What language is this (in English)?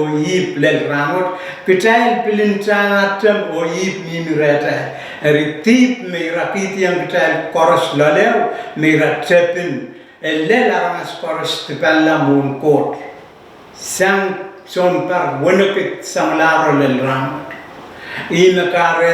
Pohnpeian